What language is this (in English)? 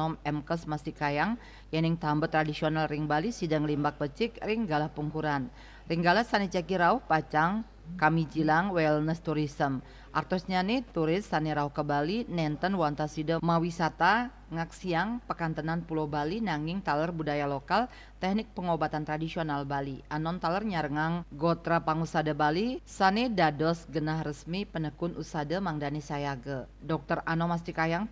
Balinese